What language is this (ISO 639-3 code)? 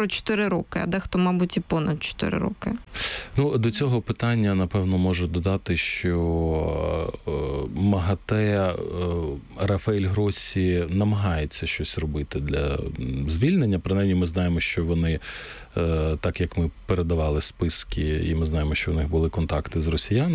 ukr